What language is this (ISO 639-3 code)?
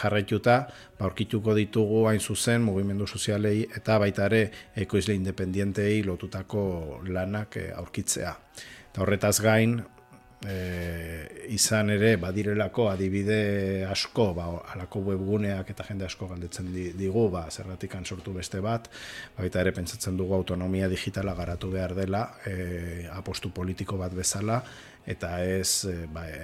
eus